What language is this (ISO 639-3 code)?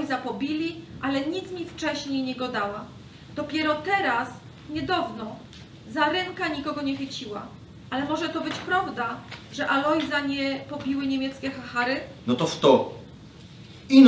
szl